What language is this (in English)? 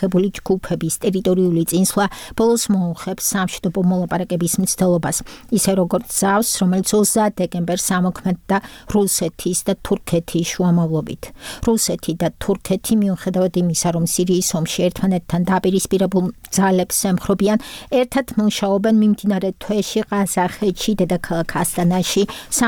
Georgian